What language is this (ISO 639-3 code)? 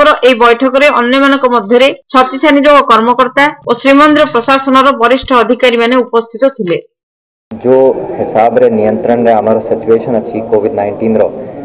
ori